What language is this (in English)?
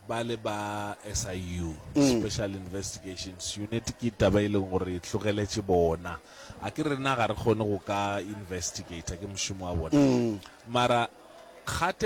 Northern Sotho